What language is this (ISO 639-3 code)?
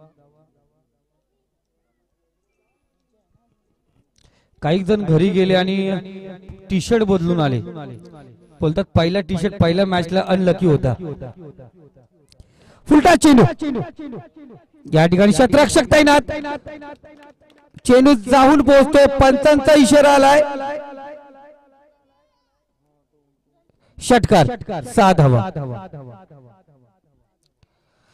mar